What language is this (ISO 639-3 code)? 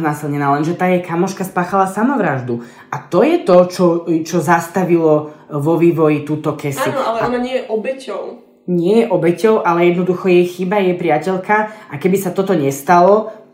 slk